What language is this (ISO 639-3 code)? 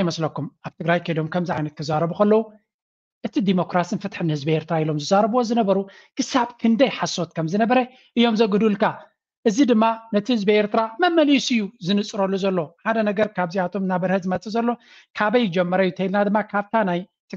tir